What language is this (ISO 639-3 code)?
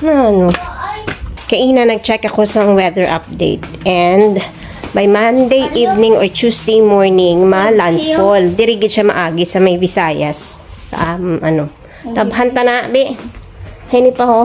hil